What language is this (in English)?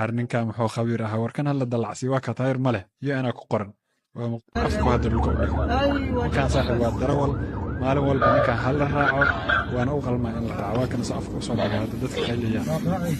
Somali